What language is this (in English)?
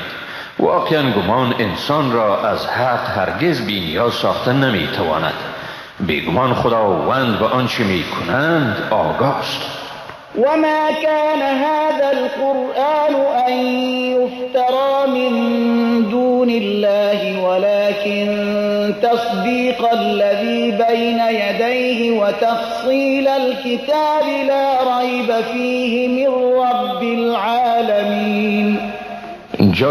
Persian